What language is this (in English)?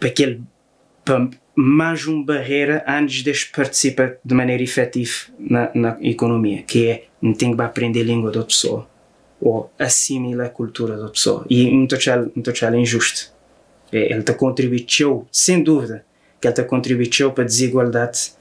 Kabuverdianu